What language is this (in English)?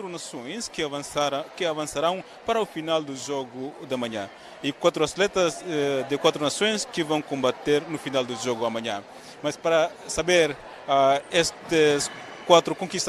Tetum